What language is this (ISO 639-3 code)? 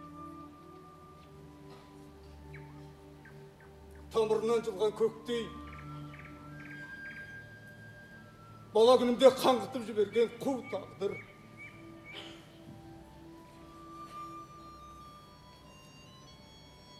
kaz